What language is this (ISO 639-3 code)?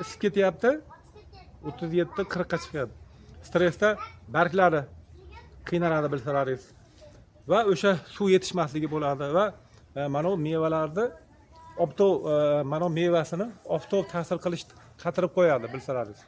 uzb